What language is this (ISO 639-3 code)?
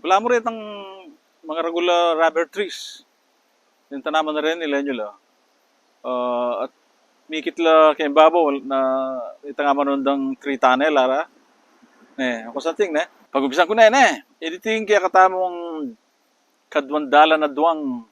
pam